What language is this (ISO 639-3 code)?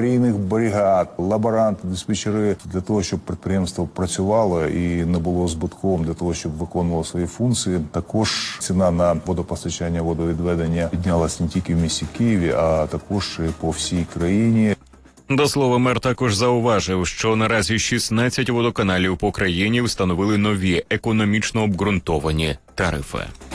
ukr